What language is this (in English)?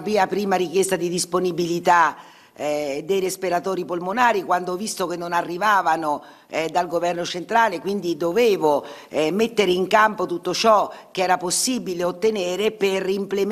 Italian